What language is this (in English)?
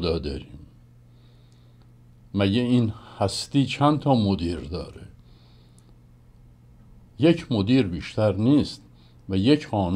Persian